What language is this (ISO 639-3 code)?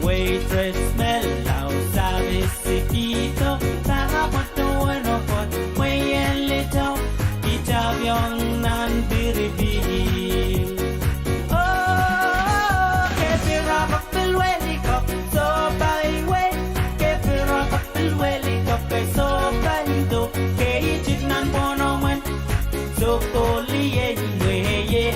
pon